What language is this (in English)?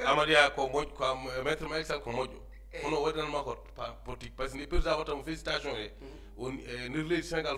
Fula